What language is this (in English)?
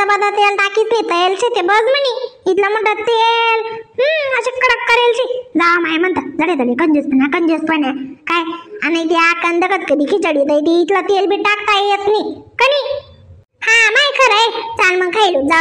Khandesi